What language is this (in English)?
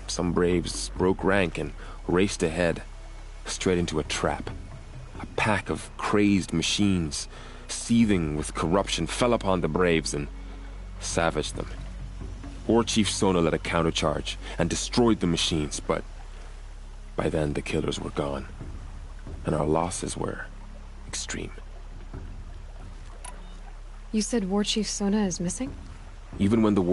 English